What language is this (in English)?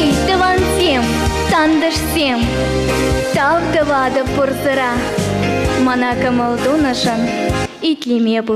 Chuvash